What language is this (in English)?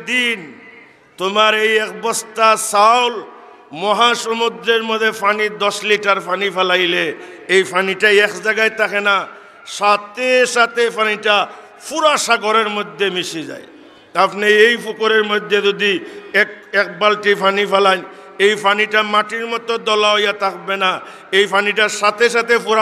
Sylheti